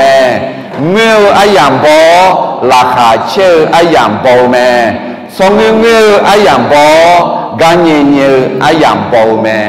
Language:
Akha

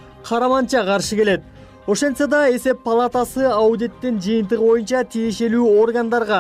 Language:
Kyrgyz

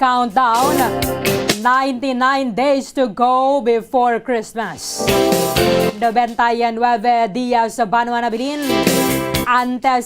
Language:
Hiligaynon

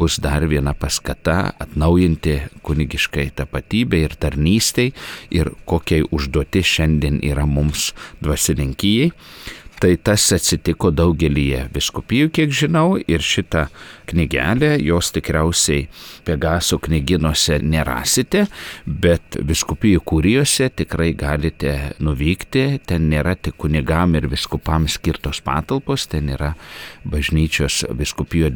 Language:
Lithuanian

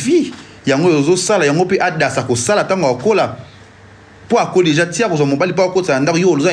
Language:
Lingala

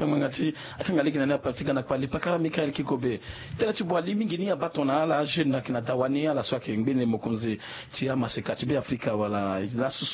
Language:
Sango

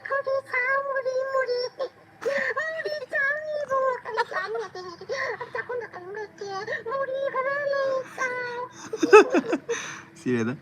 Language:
Manipuri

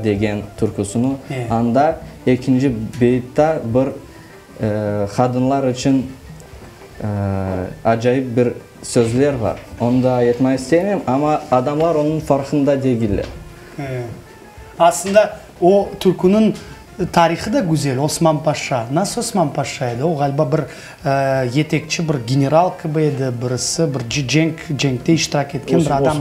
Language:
Crimean Tatar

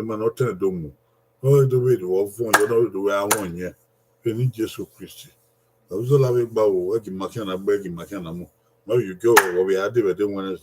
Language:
Bini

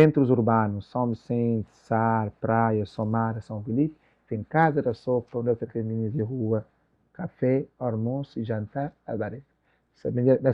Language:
Kabuverdianu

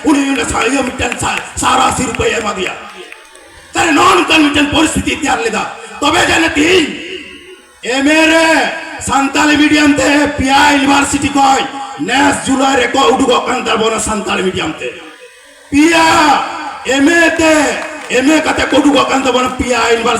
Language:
Santali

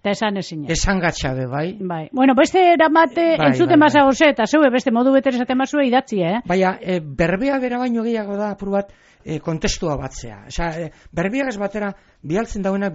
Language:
Basque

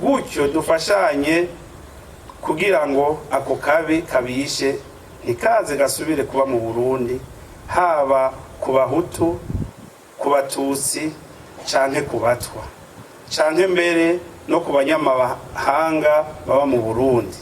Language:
Rundi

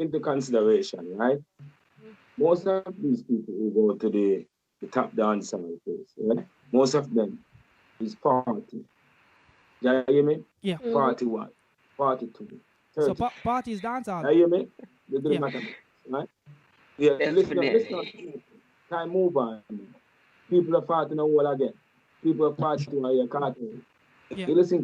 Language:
Jamaican Creole English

